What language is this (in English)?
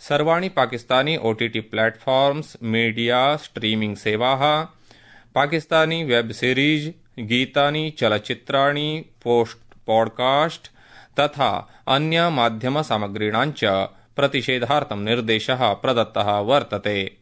Sanskrit